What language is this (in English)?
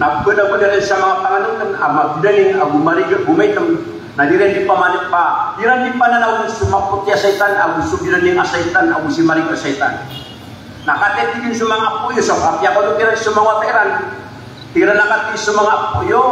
Maranao